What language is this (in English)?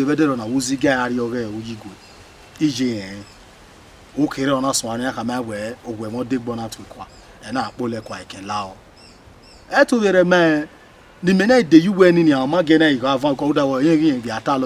Bini